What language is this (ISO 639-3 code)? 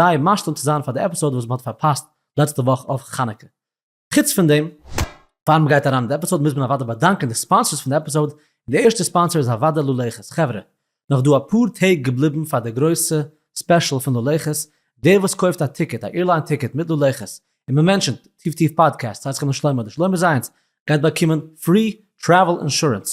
yid